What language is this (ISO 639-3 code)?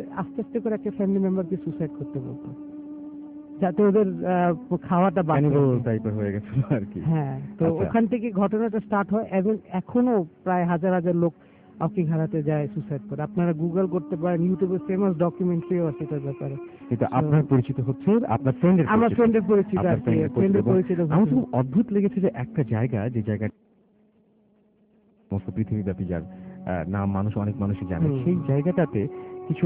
ben